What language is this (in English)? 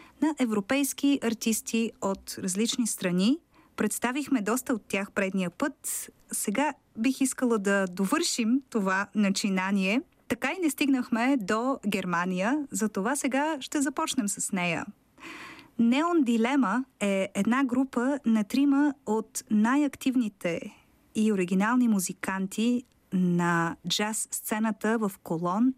Bulgarian